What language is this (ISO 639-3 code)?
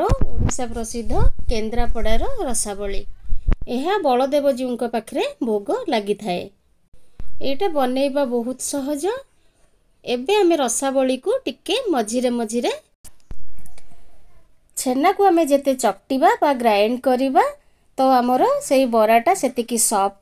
ori